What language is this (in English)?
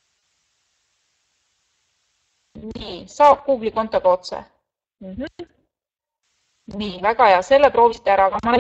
Estonian